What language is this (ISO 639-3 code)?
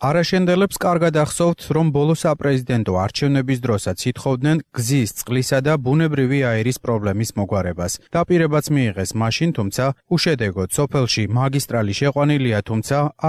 kat